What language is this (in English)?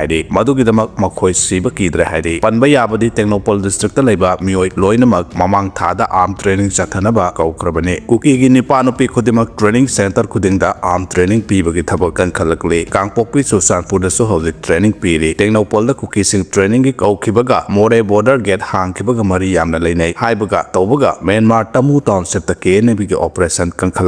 Manipuri